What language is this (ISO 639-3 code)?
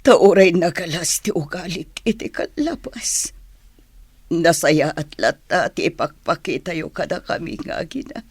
ilo